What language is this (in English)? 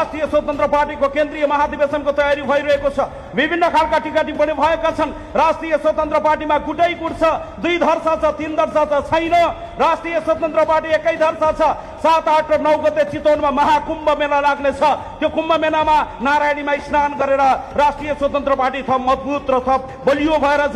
Nepali